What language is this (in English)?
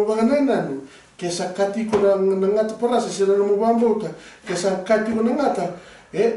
Fijian